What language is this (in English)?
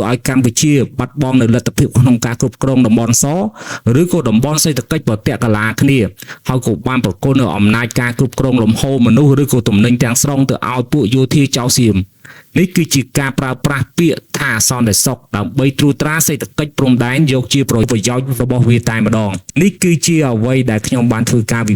Khmer